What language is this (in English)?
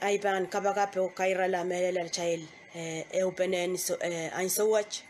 Pohnpeian